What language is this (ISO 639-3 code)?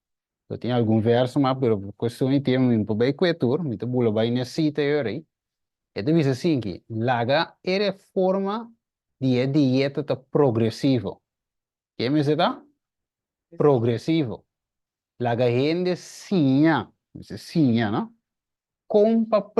pap